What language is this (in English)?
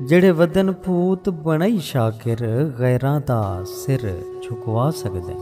Saraiki